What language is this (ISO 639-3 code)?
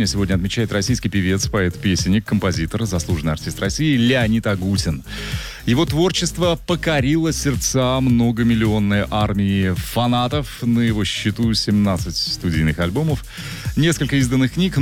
rus